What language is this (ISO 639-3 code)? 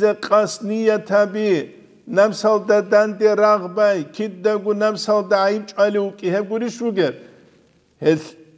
ava